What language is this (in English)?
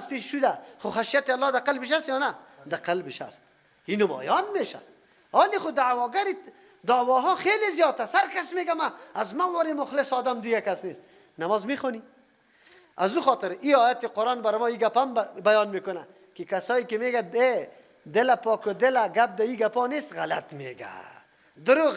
Persian